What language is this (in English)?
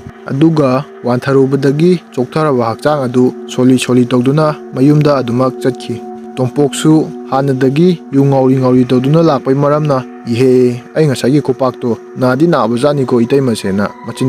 Manipuri